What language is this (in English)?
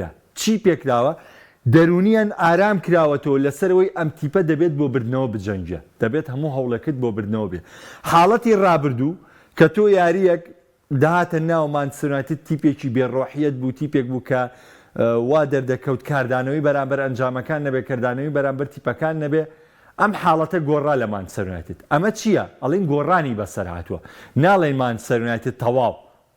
Central Kurdish